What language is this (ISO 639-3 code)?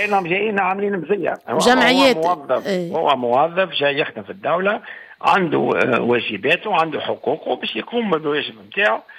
aeb